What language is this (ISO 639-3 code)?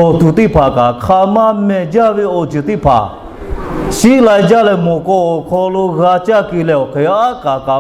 lhu